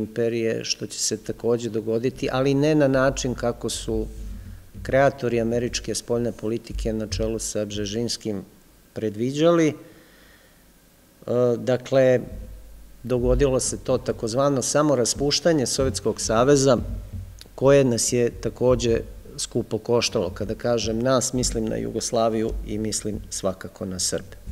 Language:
Serbian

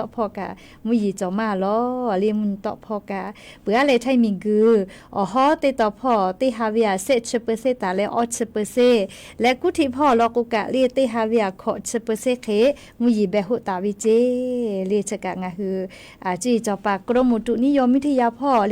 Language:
Lahu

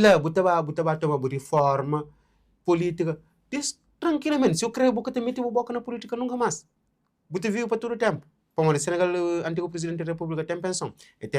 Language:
Kabuverdianu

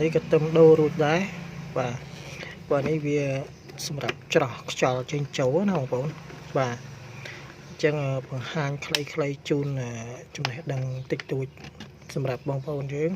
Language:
Khmer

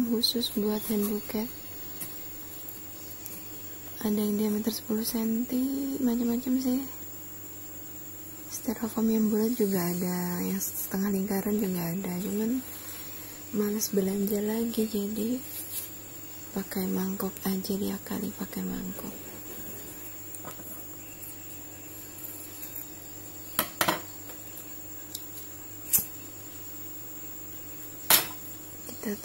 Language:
Indonesian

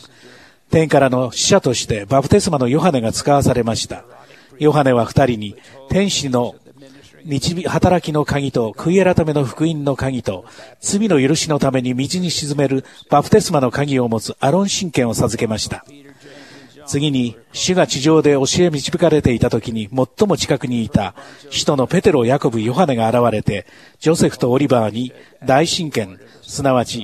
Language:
Japanese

